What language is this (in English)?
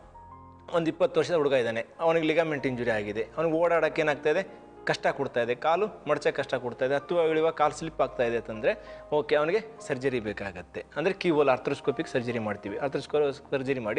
Kannada